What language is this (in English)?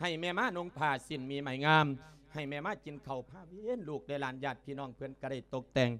Lao